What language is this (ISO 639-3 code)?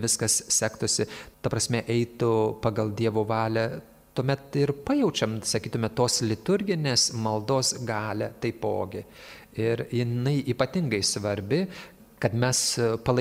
lit